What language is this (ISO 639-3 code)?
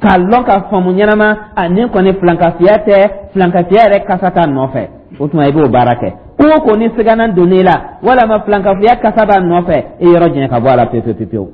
dyu